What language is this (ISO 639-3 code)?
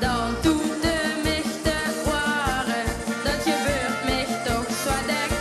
lim